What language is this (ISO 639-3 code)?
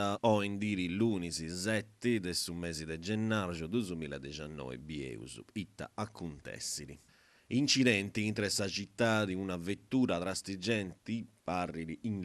srd